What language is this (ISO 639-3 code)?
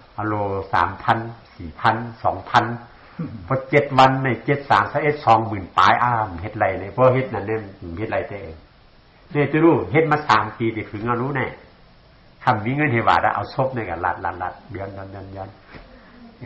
shn